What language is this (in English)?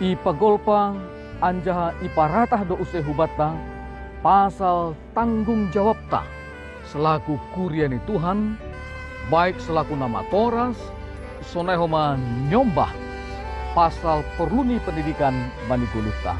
Batak Simalungun